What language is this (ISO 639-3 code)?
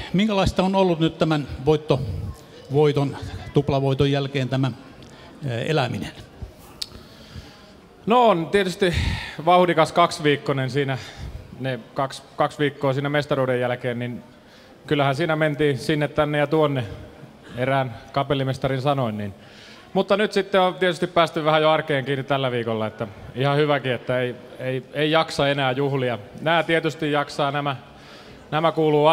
fin